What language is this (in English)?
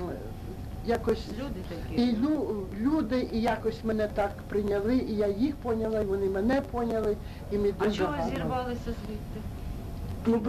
Ukrainian